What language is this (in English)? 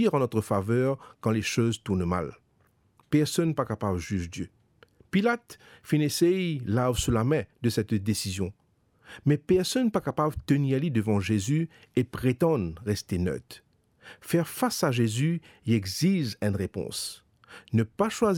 Morisyen